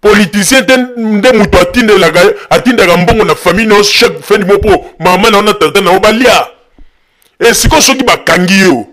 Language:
Lingala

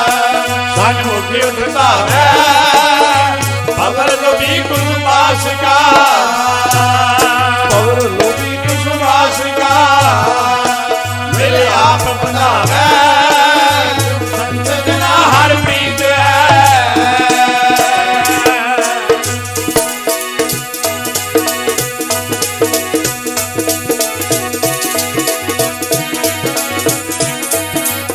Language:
Punjabi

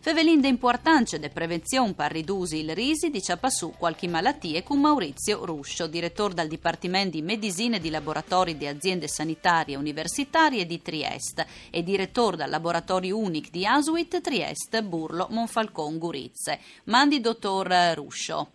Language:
Friulian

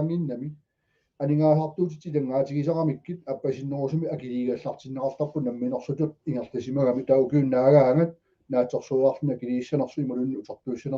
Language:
Kalaallisut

